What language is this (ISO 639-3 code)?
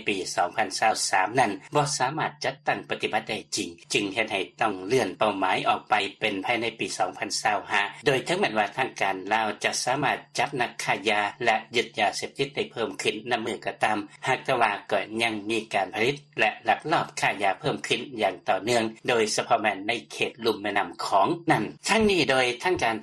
lao